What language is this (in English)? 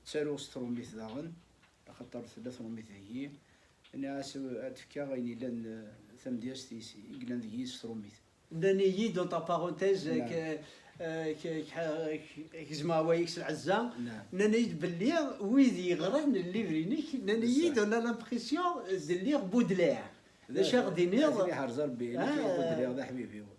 Kabyle